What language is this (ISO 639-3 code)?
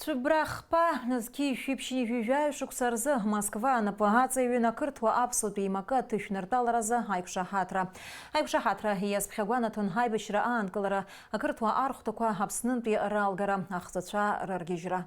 abk